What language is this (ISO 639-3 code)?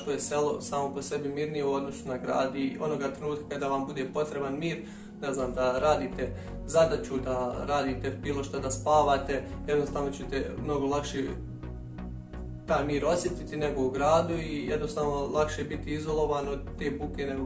bos